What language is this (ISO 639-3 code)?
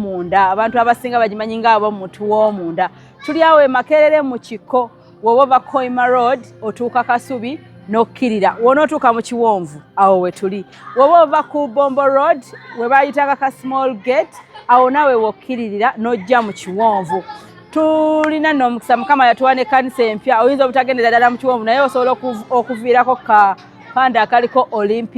lug